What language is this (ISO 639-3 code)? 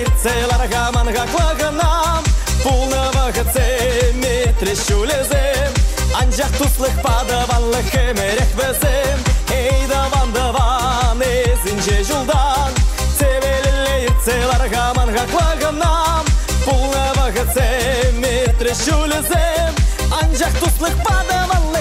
chv